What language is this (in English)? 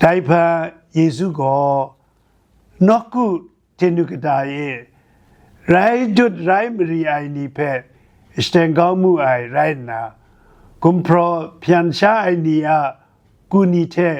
Kachin